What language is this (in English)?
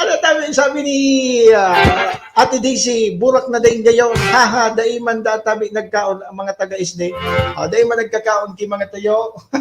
Bikol